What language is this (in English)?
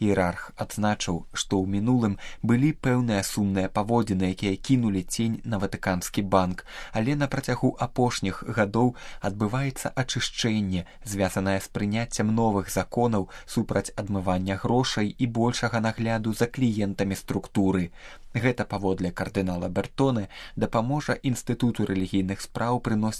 Belarusian